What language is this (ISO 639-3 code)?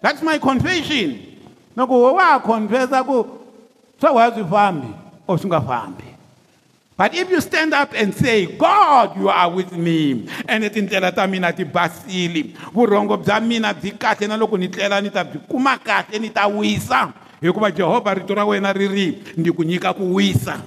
tso